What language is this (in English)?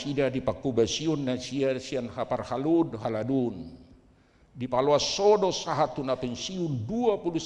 Batak Toba